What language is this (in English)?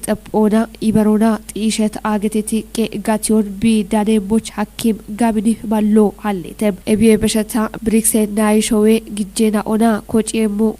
Kafa